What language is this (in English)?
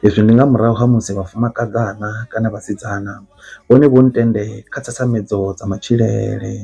Venda